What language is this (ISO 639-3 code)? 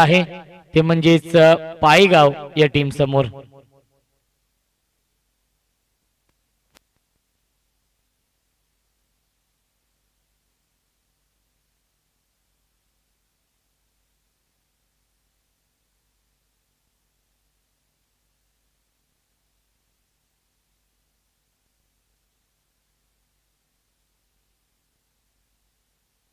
mar